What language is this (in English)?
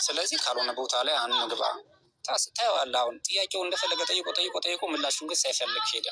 Amharic